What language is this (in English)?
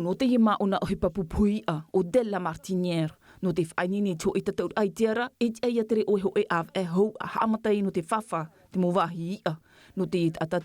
Tahitian